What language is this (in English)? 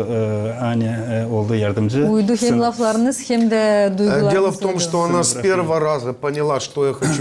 Gagauz